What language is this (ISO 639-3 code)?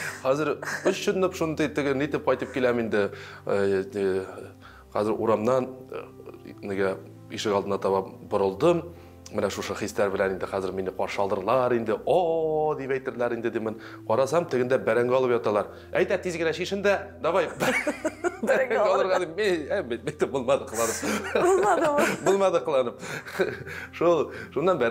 tat